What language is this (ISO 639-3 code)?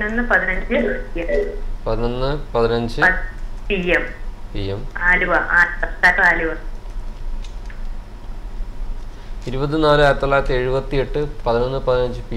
mal